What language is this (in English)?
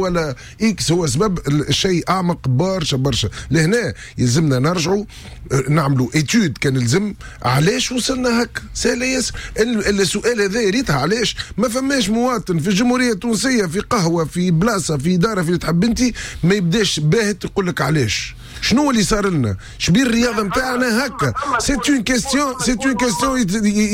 Tunisian Arabic